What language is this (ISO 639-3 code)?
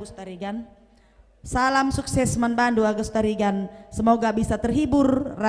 btx